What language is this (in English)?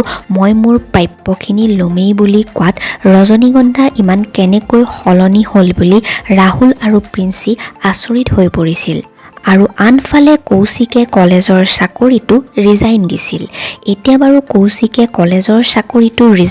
Assamese